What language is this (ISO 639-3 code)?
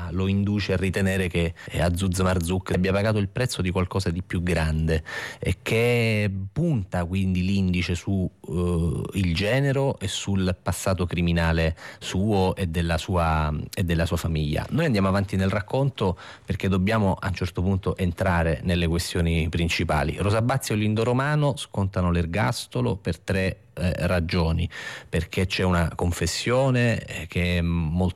ita